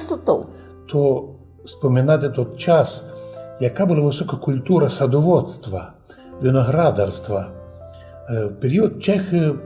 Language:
Rusyn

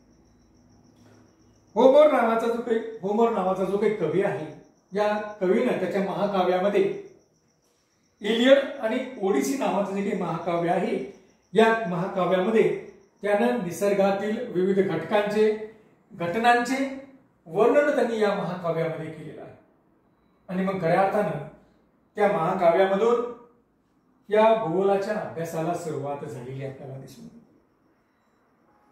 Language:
Marathi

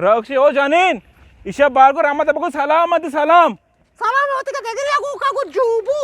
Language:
Eastern Balochi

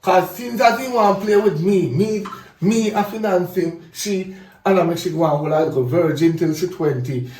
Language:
Jamaican Creole English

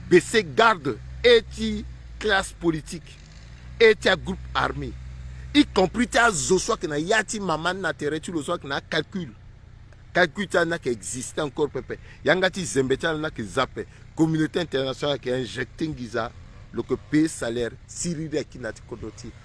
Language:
Sango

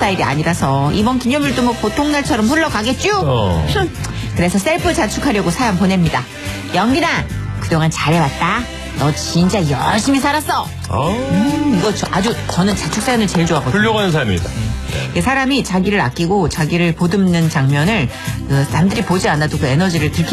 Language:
Korean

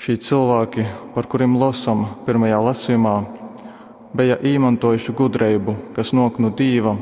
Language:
Latgalian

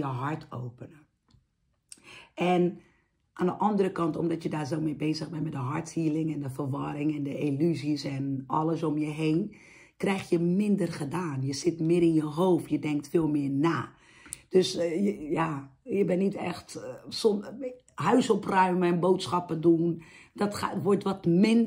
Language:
Dutch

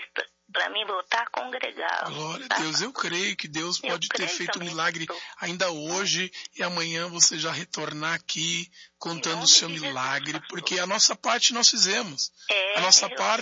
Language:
Portuguese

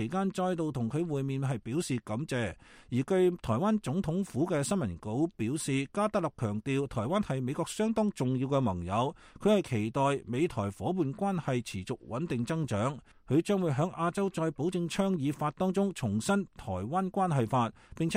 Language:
Cantonese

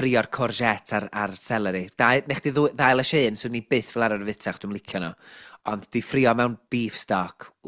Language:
Welsh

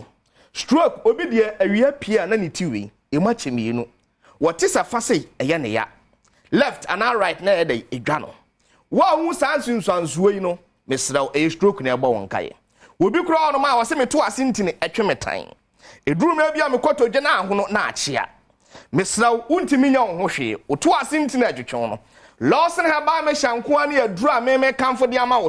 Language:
Akan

